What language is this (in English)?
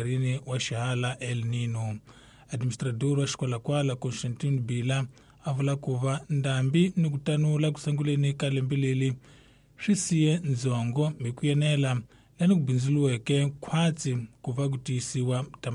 Tsonga